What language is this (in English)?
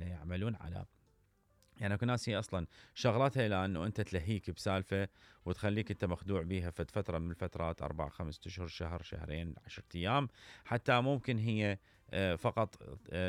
Mesopotamian Arabic